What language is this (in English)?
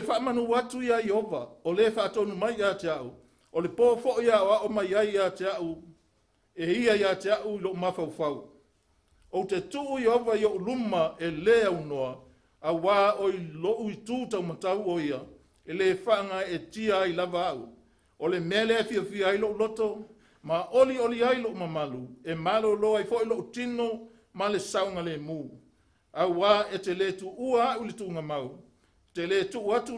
Samoan